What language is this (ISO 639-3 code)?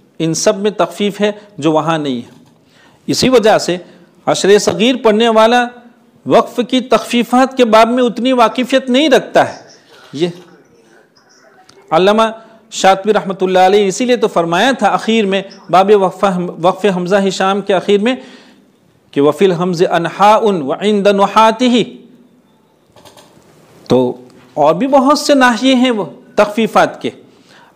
urd